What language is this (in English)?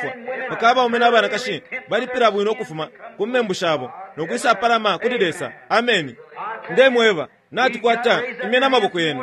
Bemba